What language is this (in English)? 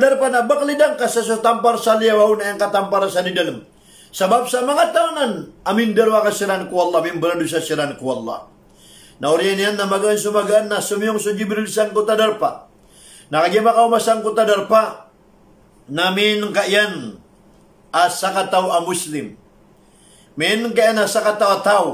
Maranao